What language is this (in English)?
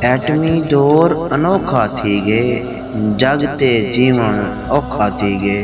Saraiki